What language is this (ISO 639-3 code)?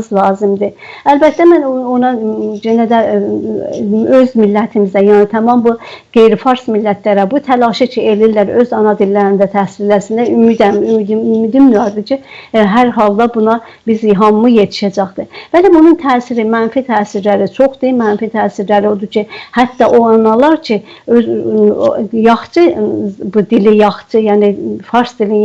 azb